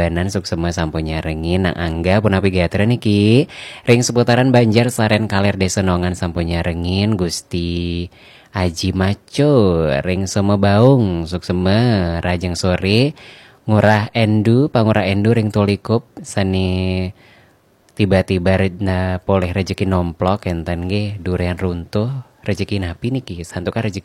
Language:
Balinese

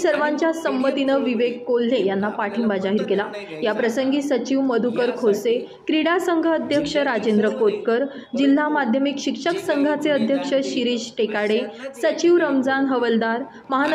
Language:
Marathi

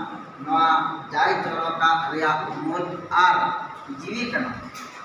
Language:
Santali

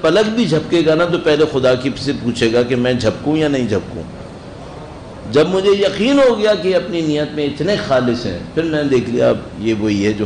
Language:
Urdu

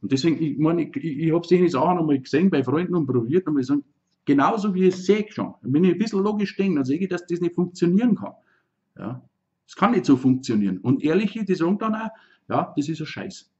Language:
Bavarian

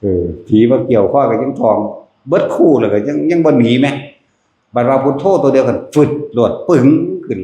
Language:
Northeastern Thai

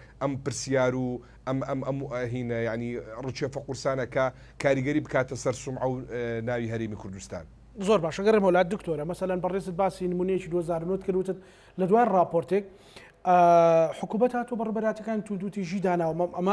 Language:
Central Kurdish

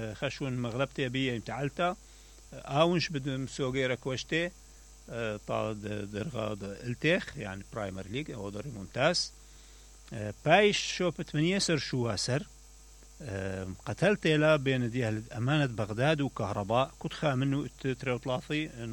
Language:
Mesopotamian Arabic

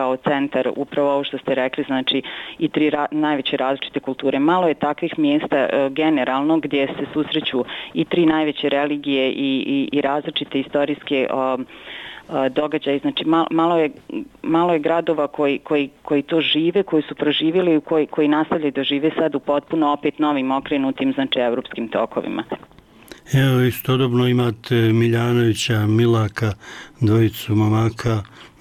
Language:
Bosnian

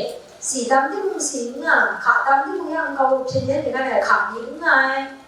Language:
Kachin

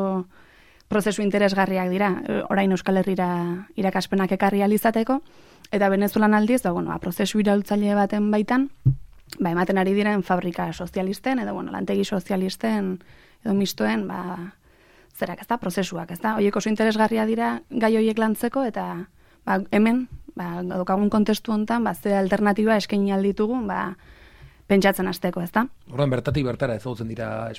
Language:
Basque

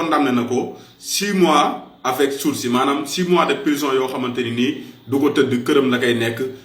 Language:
Wolof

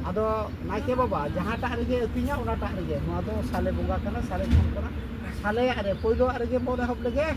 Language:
Santali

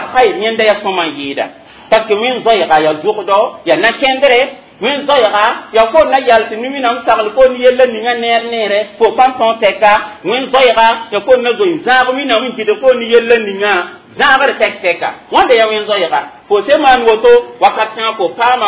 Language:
Mossi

